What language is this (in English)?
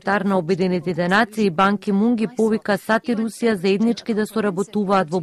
Macedonian